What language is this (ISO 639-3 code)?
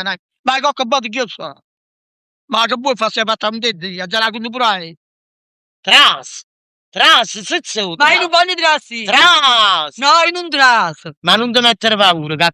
nap